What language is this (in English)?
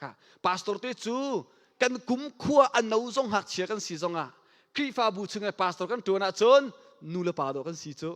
Hakha Chin